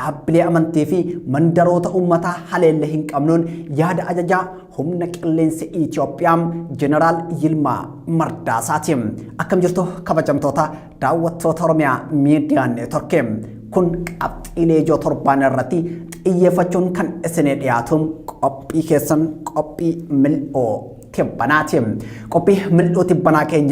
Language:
Oromo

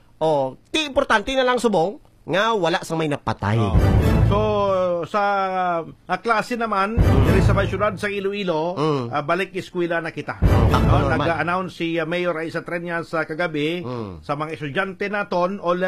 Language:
Hiligaynon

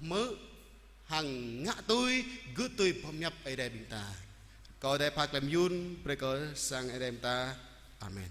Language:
Jarai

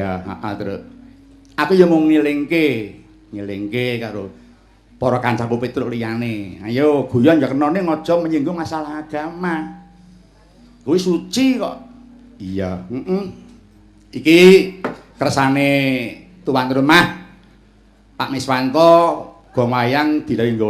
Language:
Javanese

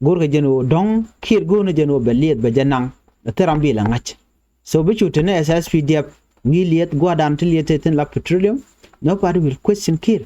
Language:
Nuer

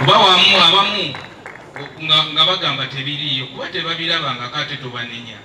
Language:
Ganda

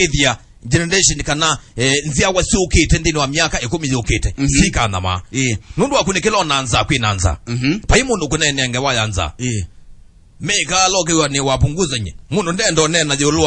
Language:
Kamba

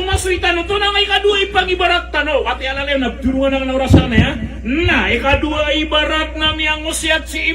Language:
Maranao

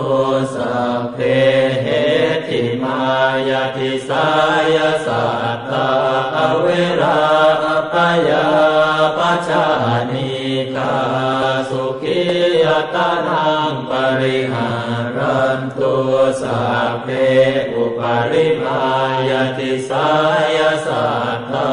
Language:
Pali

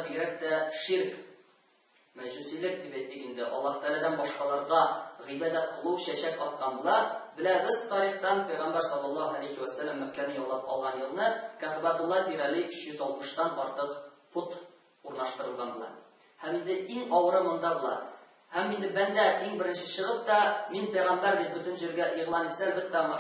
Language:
Tatar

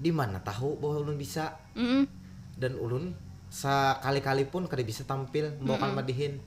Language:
Banjar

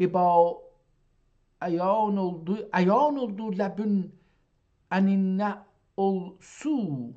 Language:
South Azerbaijani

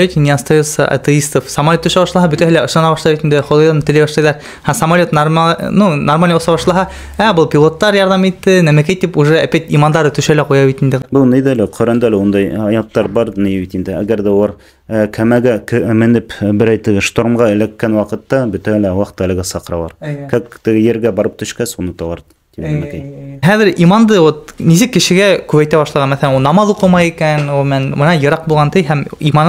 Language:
Bashkir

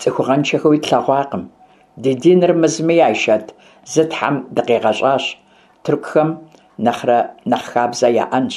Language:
Kabardian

